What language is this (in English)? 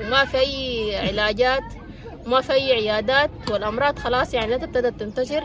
Sudanese Arabic